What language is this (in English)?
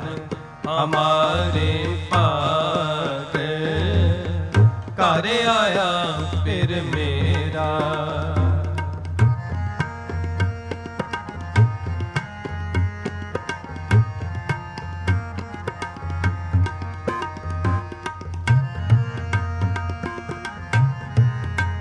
Punjabi